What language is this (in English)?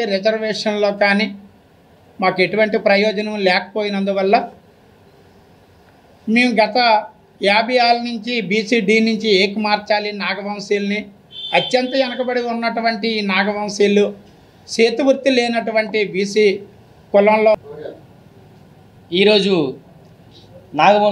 Telugu